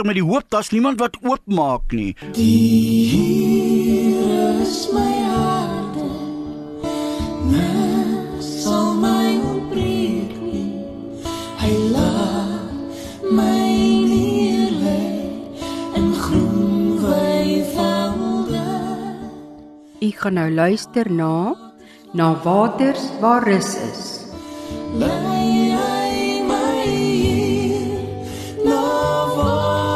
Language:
Afrikaans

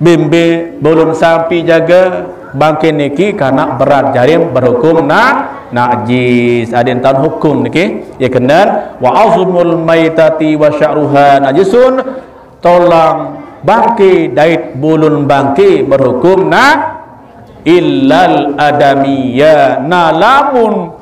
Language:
Sasak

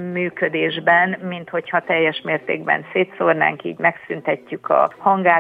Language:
Hungarian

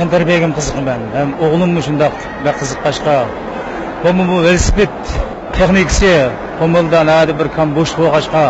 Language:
Uyghur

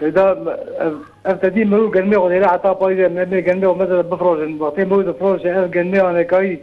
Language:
Kurdish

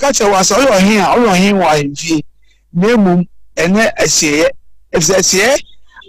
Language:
Akan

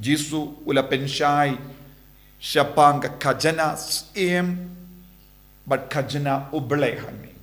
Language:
Khasi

